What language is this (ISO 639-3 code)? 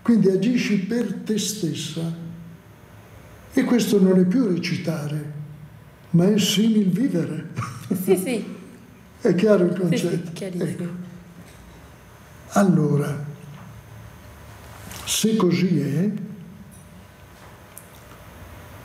ita